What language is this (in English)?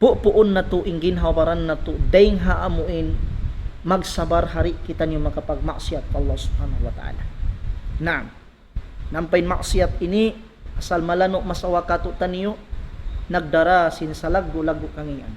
Tausug